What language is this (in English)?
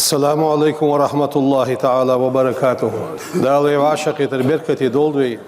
Ingush